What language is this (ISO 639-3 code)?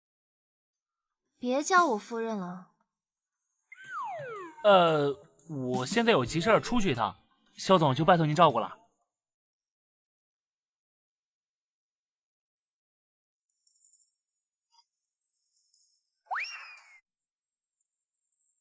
zho